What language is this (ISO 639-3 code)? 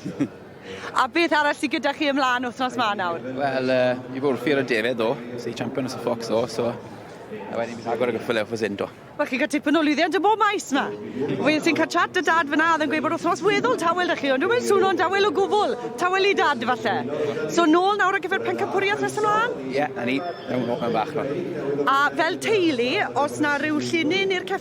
cym